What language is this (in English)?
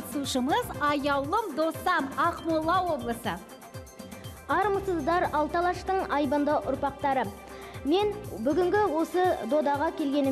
Kazakh